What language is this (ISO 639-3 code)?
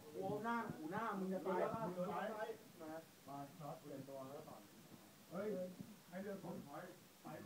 tha